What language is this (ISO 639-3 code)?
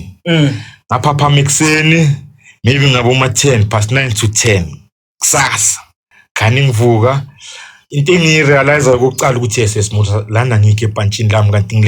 zul